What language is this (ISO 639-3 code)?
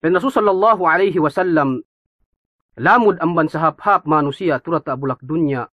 yka